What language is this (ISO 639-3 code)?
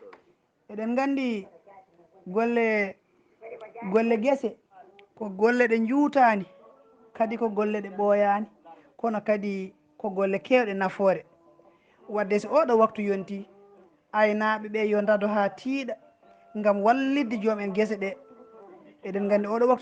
ful